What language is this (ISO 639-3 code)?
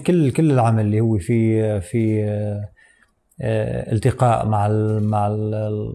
apc